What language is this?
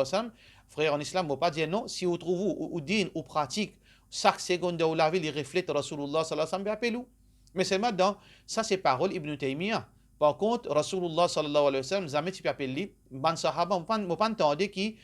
Morisyen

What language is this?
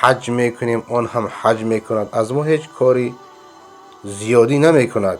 Persian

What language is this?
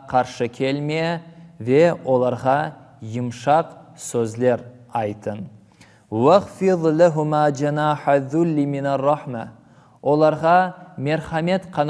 Crimean Tatar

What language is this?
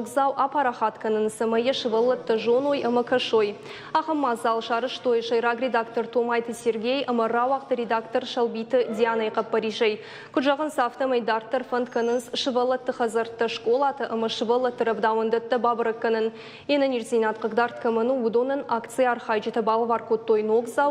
Ossetic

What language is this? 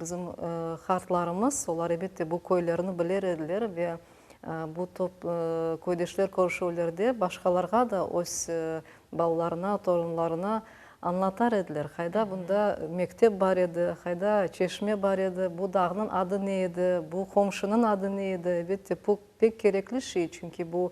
Crimean Tatar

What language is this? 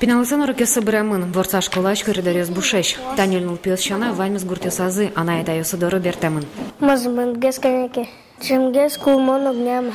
Udmurt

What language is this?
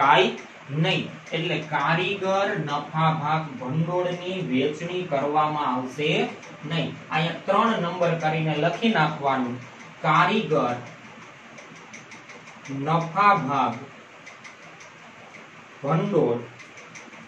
Gujarati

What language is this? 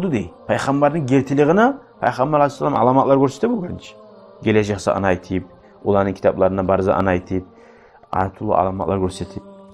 Kumyk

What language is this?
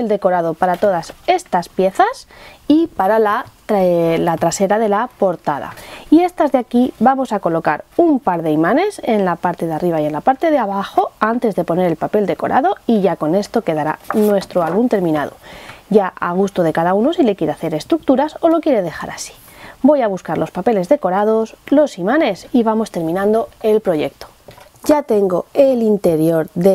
Spanish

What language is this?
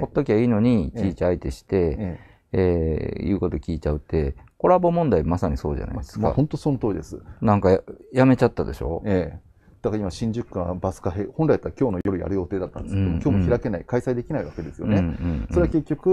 Japanese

